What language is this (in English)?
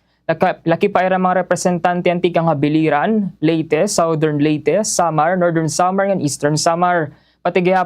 Waray